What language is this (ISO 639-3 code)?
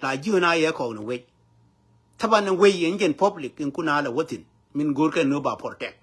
nus